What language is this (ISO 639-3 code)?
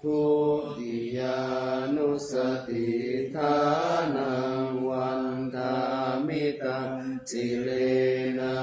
pli